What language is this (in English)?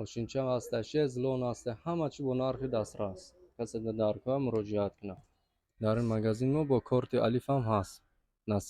Tajik